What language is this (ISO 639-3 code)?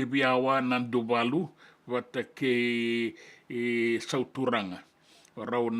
fij